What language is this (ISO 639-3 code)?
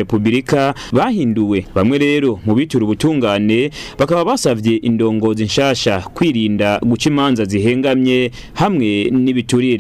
run